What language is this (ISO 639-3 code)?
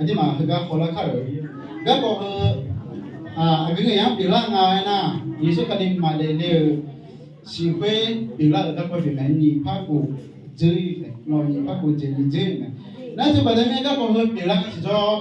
ahk